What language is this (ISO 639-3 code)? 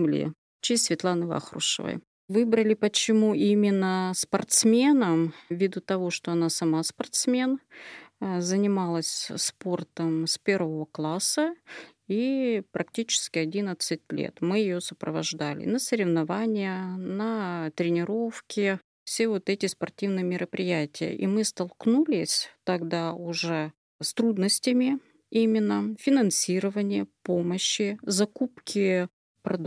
rus